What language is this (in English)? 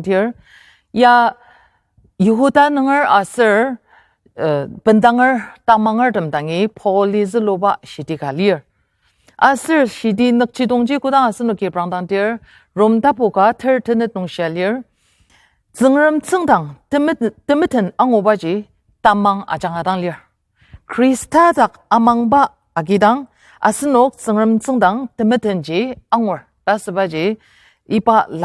Ao Naga